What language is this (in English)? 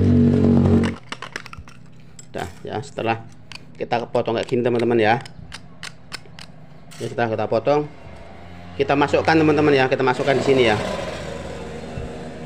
Indonesian